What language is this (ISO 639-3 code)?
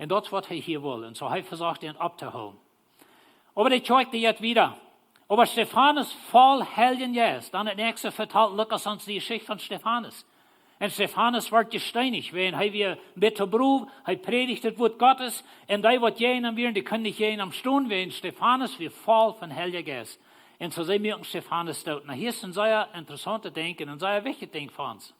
pdt